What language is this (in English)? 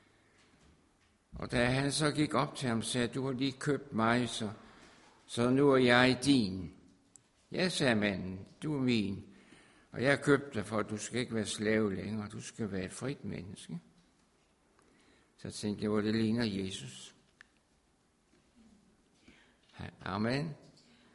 Danish